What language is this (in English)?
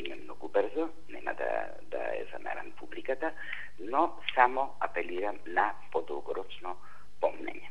Macedonian